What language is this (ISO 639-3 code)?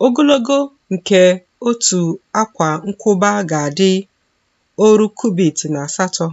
ibo